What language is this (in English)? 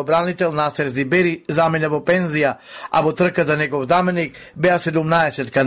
Macedonian